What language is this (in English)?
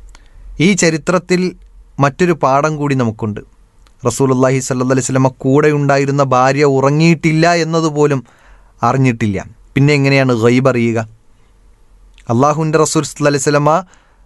Malayalam